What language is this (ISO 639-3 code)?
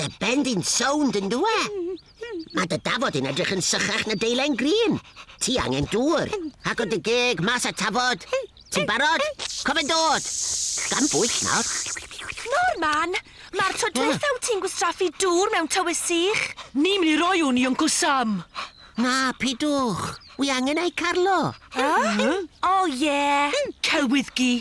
cym